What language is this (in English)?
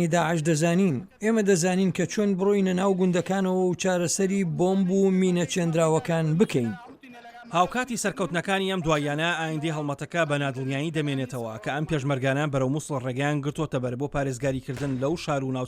Central Kurdish